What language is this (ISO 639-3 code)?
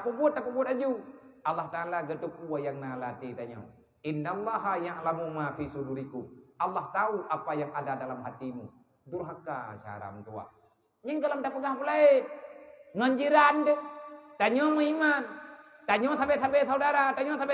ace